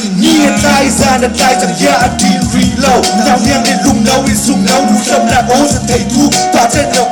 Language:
Hakha Chin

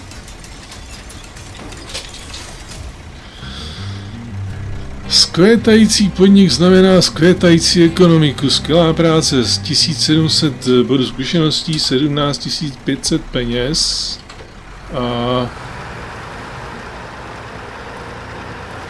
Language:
Czech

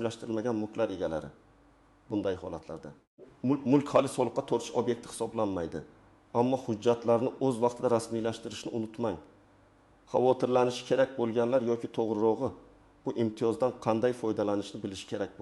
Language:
Uzbek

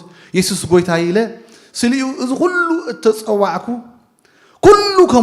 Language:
Tigrinya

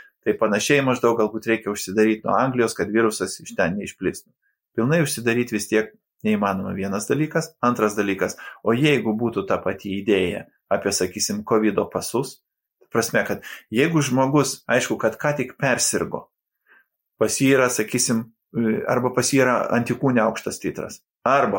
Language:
Lithuanian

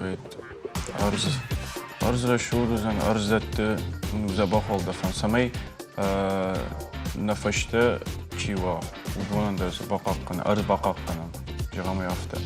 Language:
Ossetic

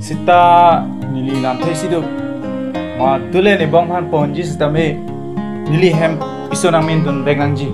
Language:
Karbi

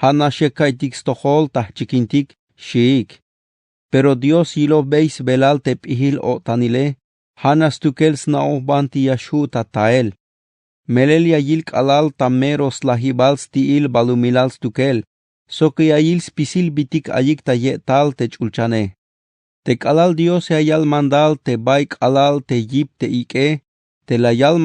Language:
Tzeltal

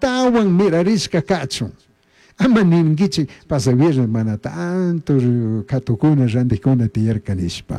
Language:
Chimborazo Highland Quichua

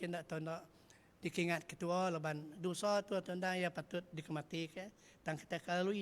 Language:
Iban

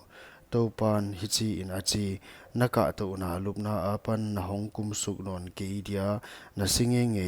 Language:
Paite Chin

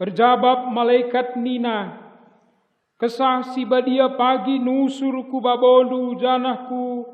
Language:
Batak Karo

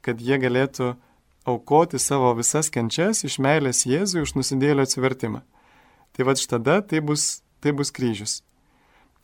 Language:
Lithuanian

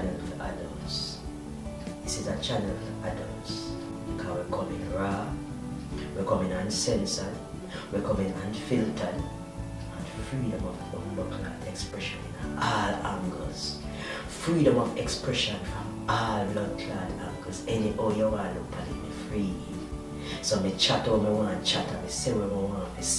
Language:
Jamaican Creole English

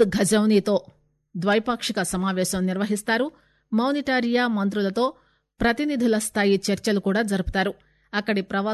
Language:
Telugu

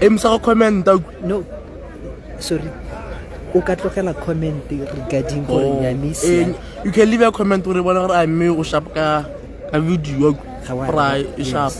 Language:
Tswana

